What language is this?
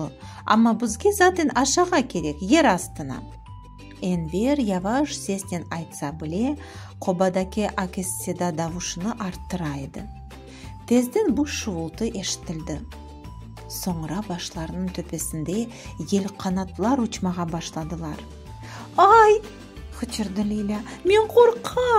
Crimean Tatar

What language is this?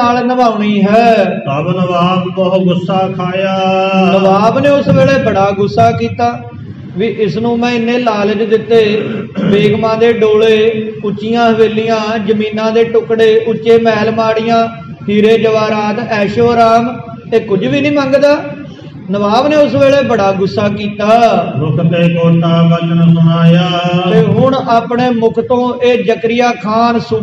Punjabi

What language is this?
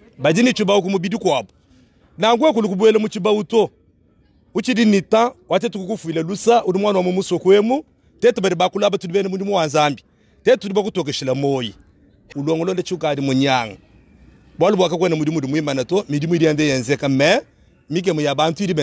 Luba-Lulua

